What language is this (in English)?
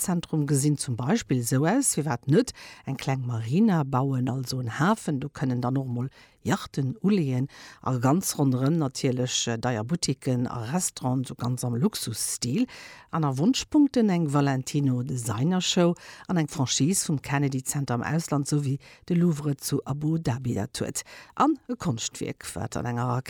Luxembourgish